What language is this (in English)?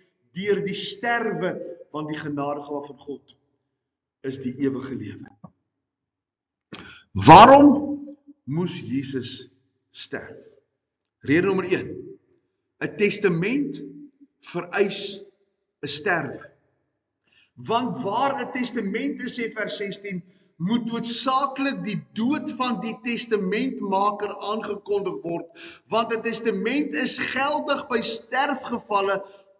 Afrikaans